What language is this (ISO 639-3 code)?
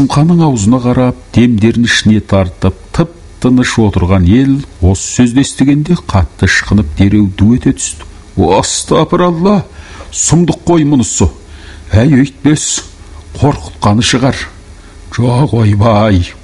kaz